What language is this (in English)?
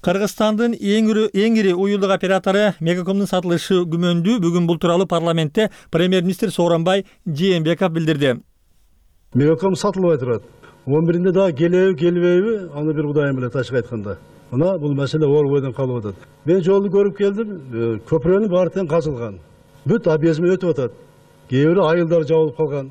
Kyrgyz